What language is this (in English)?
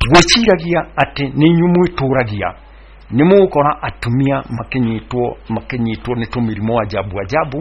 Kikuyu